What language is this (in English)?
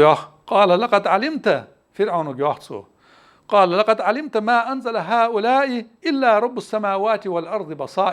Ingush